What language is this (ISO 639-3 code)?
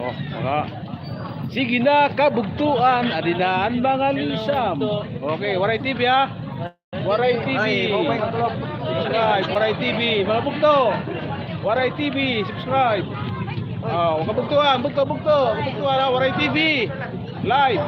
war